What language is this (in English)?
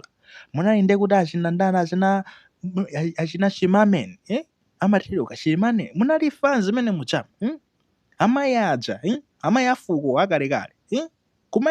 Nyanja